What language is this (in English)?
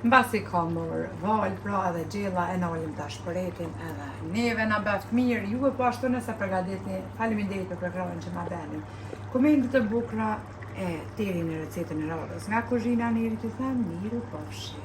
Albanian